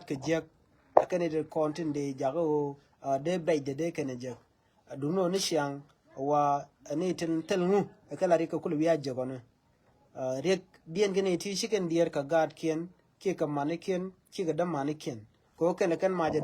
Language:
Nuer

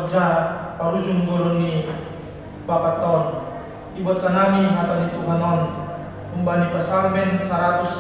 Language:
Batak Simalungun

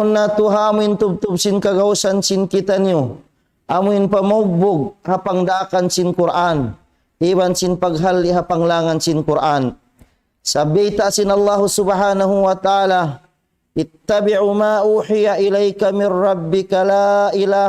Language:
Tausug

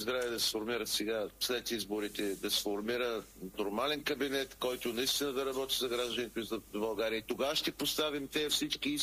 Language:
Bulgarian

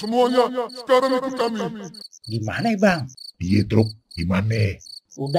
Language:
Betawi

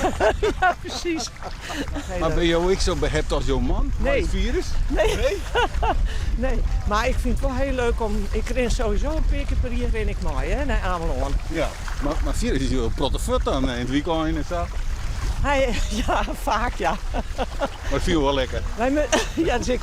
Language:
Western Frisian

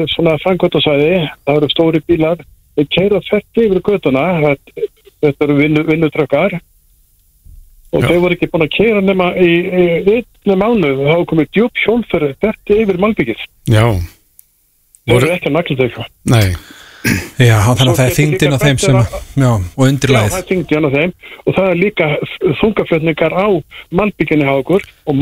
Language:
Icelandic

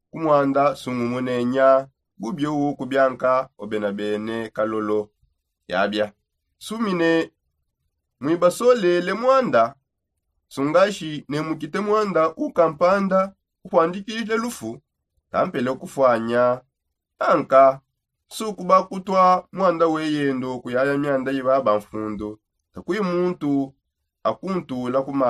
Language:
Songe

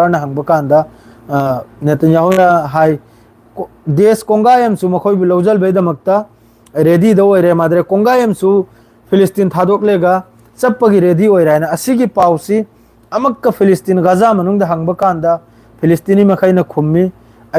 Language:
Manipuri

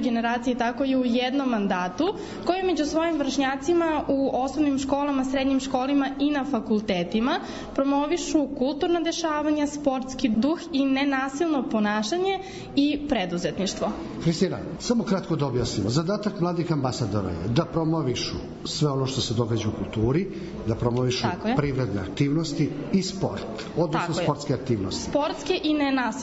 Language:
Serbian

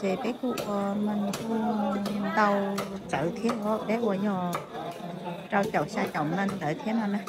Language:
Hmong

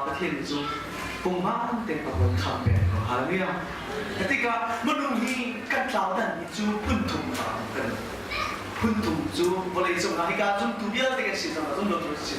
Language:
Hakha Chin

